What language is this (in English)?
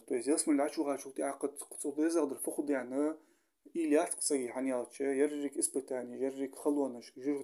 Ingush